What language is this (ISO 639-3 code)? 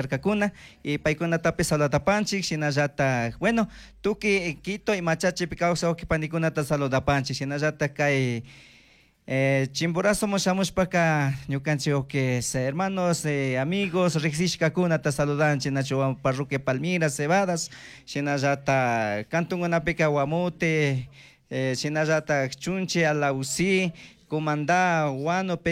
qug